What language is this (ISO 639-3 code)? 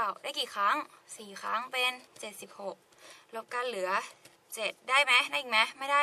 tha